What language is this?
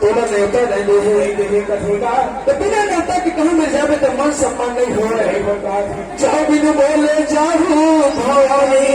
Chhattisgarhi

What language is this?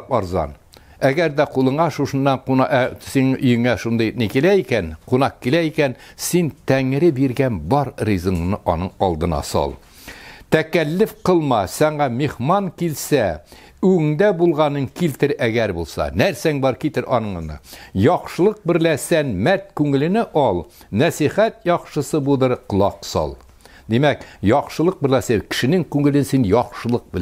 Tatar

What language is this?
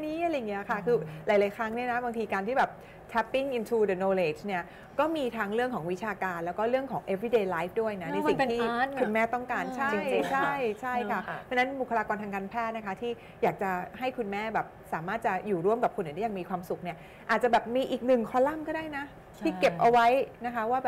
Thai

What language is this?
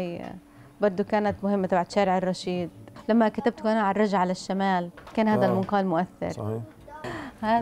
North Levantine Arabic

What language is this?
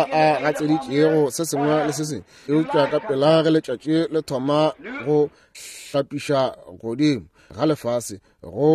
Northern Sotho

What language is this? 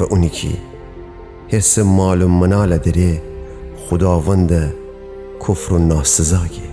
Gilaki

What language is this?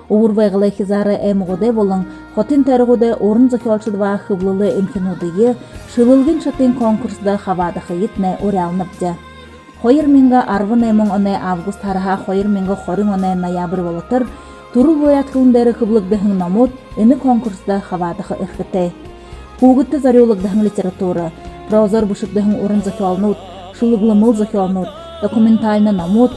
Buriat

